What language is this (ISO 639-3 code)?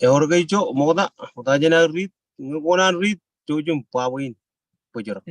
mah